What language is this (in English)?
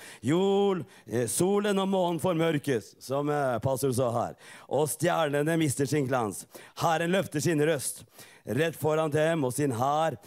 Norwegian